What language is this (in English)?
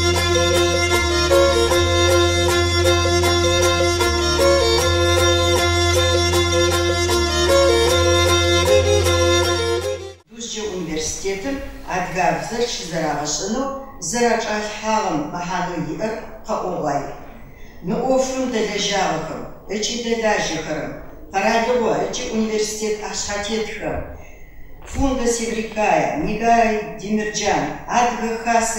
Adyghe